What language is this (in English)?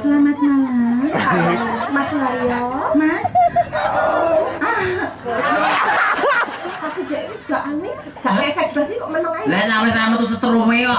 Javanese